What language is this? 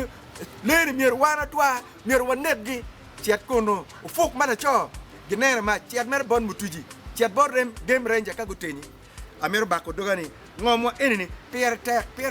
Acoli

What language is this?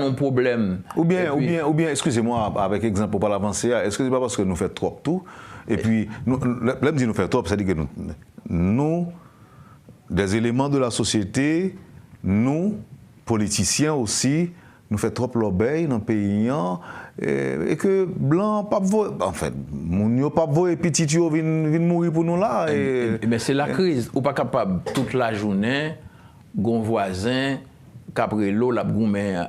Haitian Creole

